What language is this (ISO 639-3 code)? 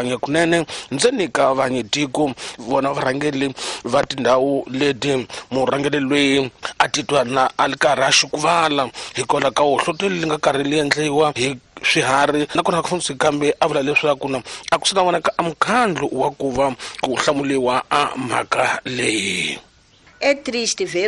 tso